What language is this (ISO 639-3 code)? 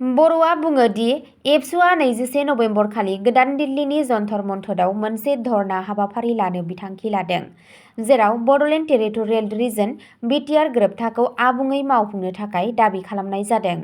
brx